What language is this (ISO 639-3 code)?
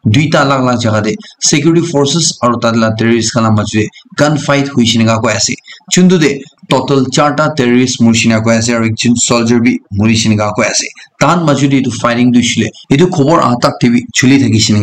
nag